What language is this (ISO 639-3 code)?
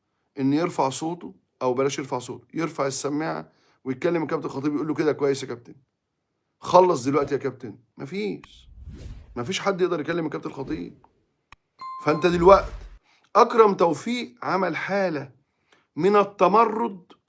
arz